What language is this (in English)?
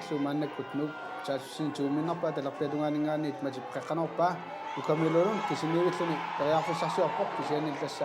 Kalaallisut